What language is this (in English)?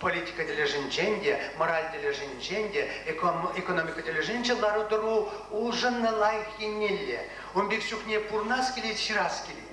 Chuvash